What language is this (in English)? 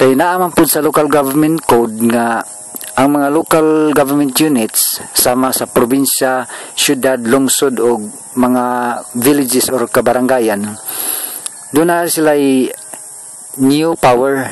Cebuano